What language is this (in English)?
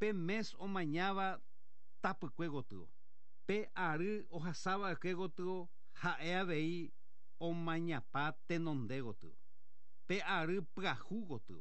Guarani